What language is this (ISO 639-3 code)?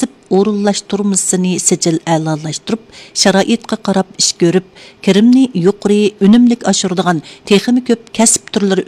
uig